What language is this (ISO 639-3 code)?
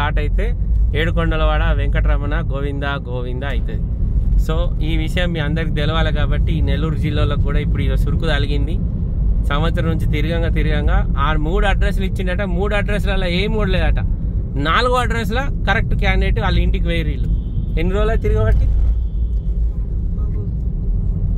tel